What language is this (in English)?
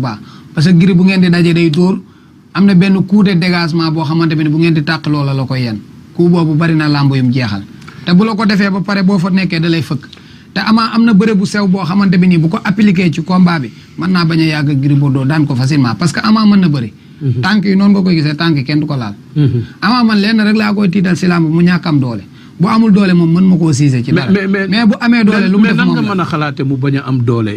Wolof